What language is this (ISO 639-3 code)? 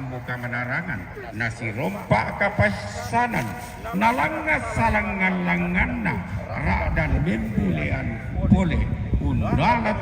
sda